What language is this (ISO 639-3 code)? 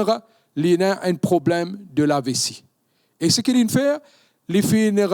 mfe